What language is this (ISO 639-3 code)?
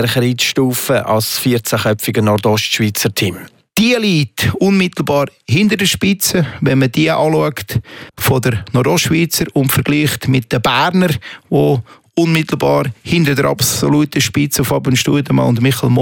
deu